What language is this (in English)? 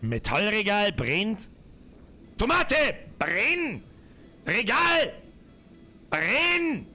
Bavarian